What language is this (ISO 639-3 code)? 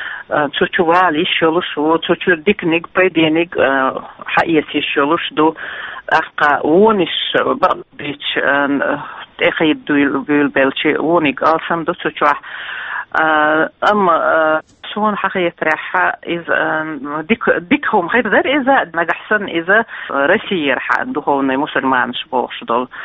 che